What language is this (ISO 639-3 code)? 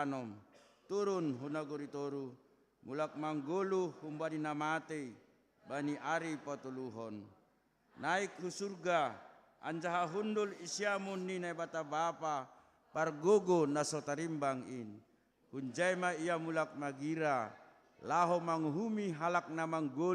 bts